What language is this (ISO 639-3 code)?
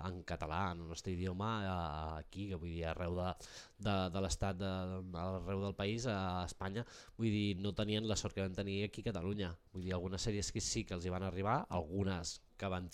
cat